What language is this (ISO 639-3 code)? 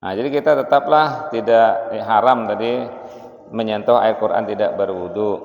bjn